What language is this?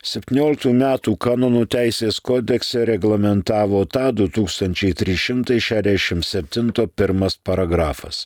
Lithuanian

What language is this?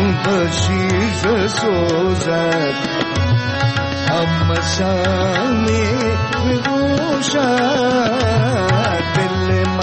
Persian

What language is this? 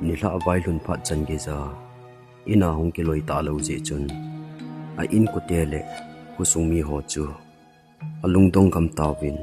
Thado Chin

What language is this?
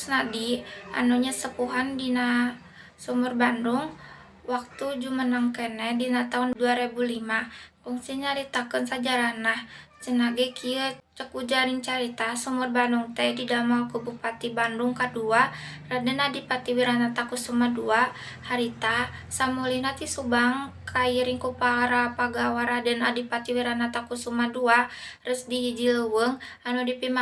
Sundanese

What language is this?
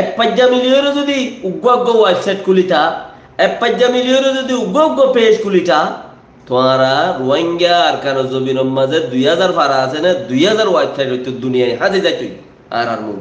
Rohingya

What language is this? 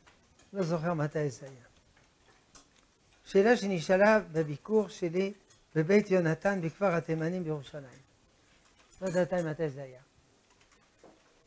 Hebrew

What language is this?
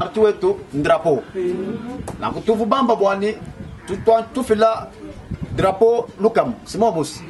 Luba-Lulua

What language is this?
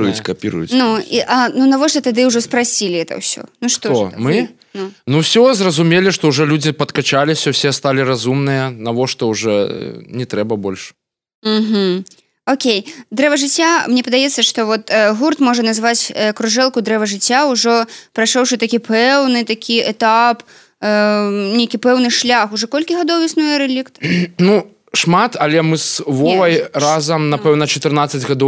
Belarusian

